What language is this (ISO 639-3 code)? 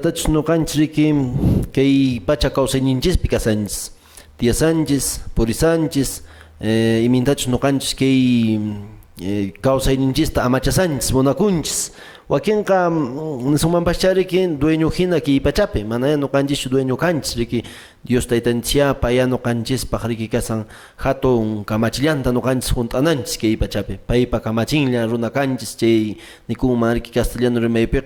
que